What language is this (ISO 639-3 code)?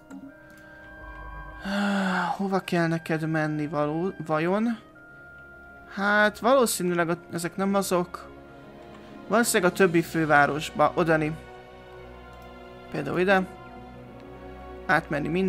hun